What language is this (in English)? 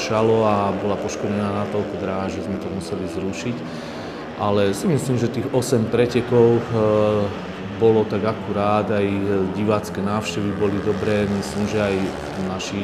Slovak